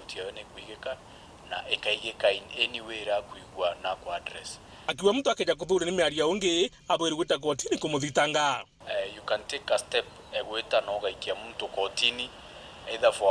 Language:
Meru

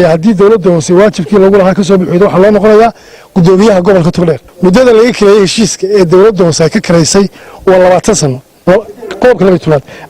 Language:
Somali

